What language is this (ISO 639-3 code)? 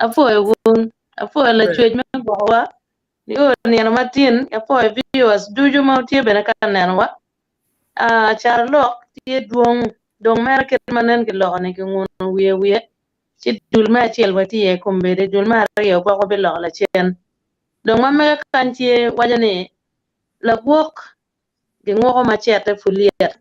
ach